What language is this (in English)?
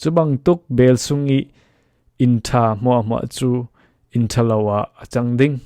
Falam Chin